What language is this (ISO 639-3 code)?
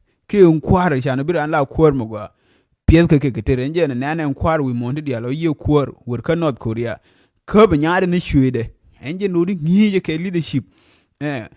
nus